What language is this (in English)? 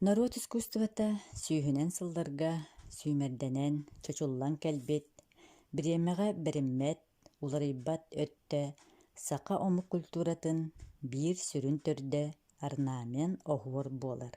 Yakut